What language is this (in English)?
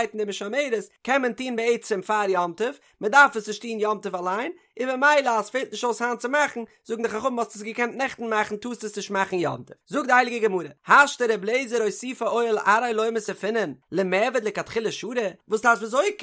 Yiddish